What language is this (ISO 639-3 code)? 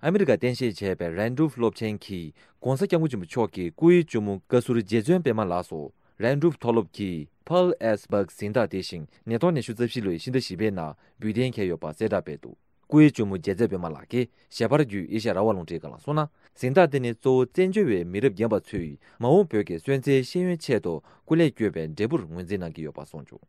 bod